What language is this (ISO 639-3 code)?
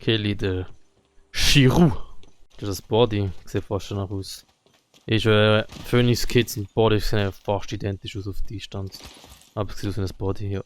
gsw